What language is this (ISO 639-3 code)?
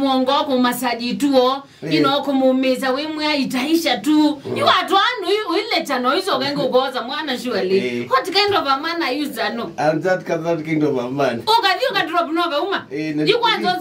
kam